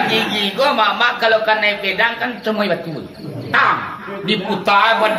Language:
Minangkabau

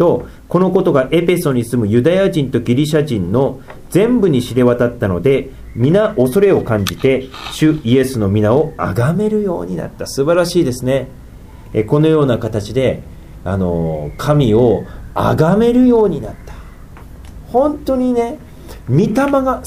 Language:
Japanese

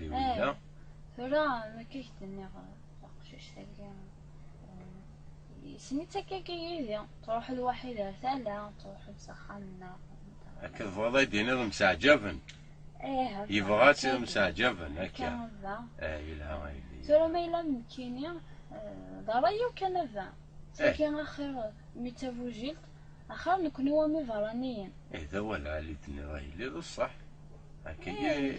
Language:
Kabyle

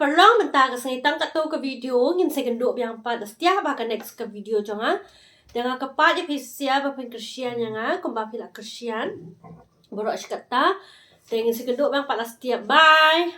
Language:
Khasi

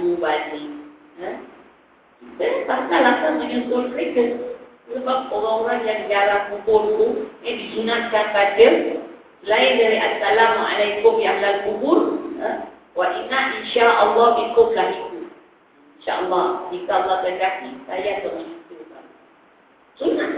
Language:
Malay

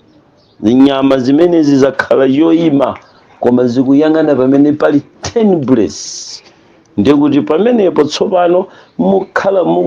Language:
Nyanja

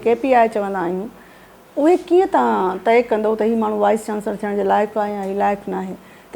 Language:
Sindhi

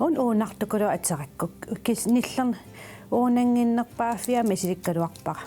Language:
Kalaallisut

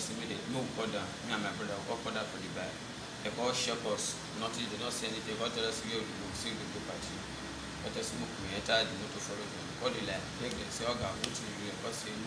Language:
Nigerian Pidgin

